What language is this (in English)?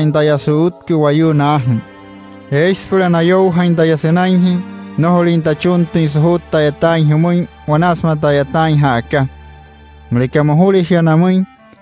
Wayuu